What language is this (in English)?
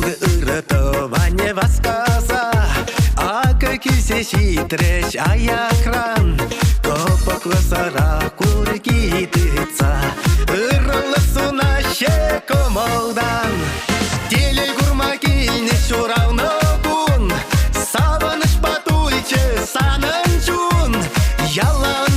Chuvash